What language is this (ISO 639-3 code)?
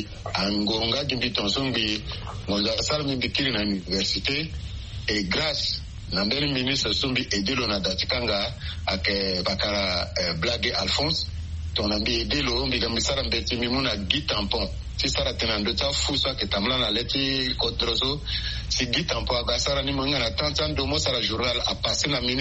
sag